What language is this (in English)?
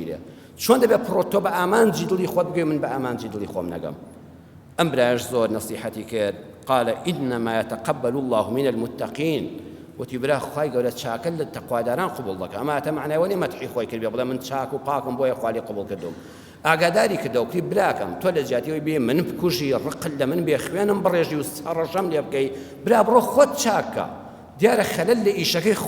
Central Kurdish